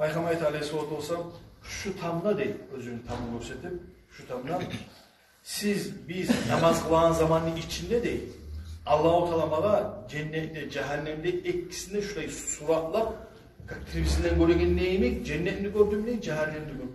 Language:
Kumyk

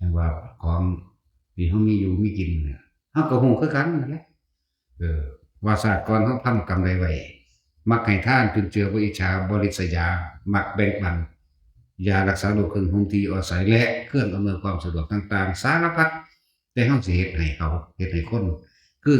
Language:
Northeastern Thai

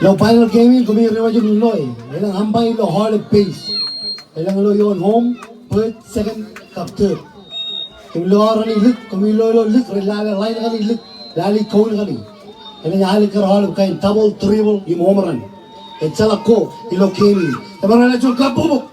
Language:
Marshallese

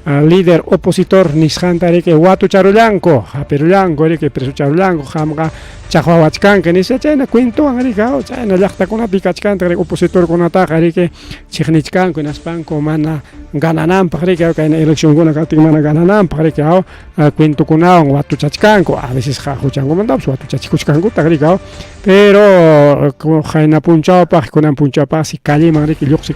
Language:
Ayacucho Quechua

